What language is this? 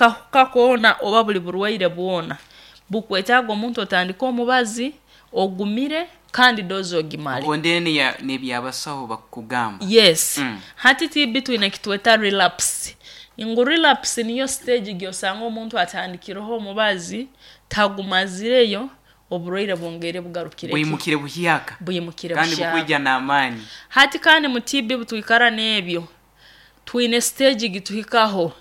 Nyoro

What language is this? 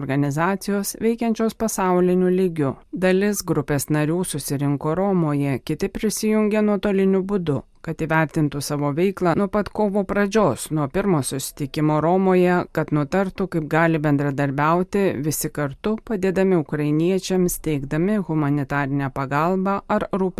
Lithuanian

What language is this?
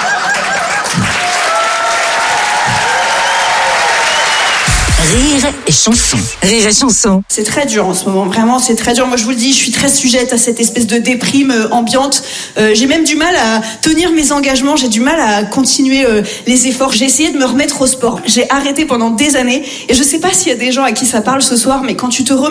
French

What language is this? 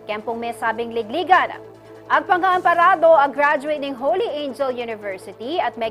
Pampanga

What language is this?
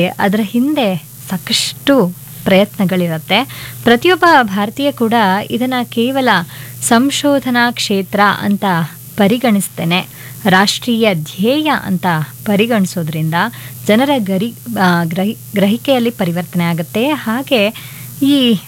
Kannada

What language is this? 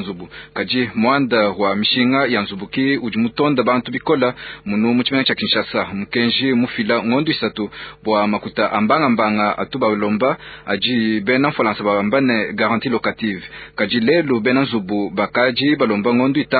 Luba-Lulua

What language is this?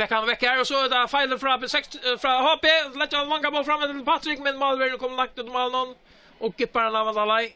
Faroese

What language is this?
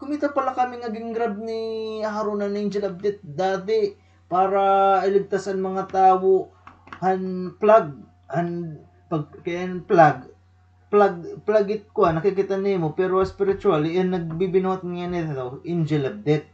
Waray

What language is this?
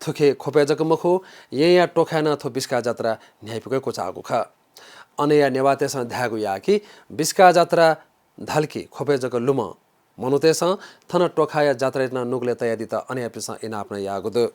Newari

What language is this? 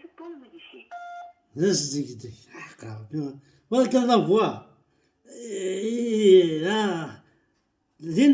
Kabyle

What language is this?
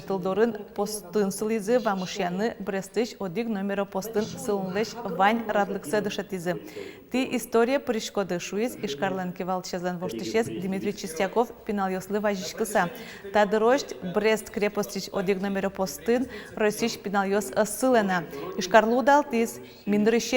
Udmurt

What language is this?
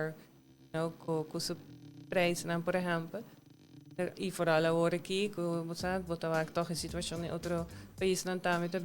Papiamento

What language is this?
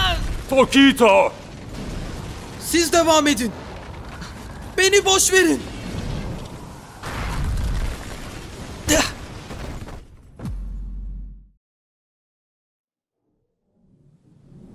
Turkish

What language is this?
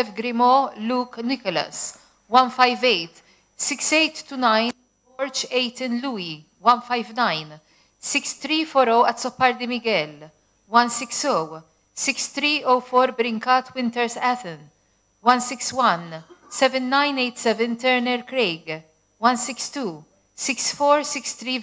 Maltese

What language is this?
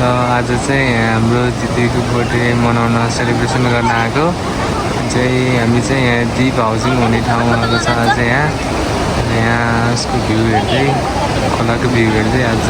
Nepali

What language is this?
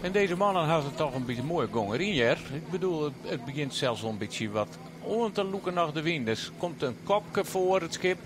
Western Frisian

